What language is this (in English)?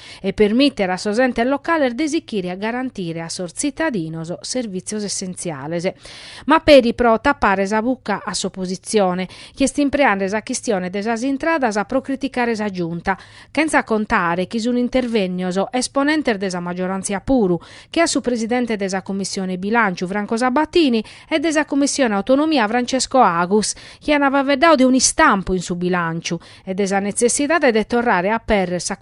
Sardinian